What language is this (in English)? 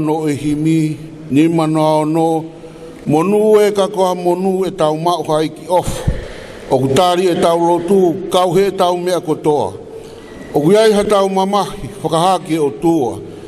Tongan